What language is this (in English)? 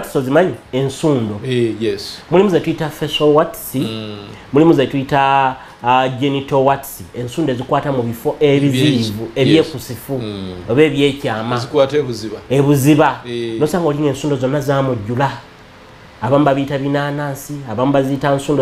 Ganda